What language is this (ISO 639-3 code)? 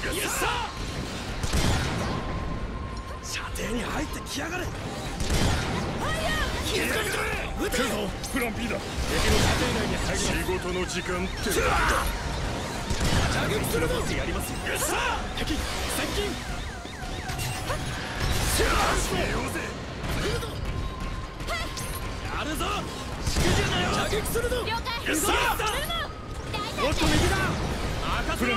jpn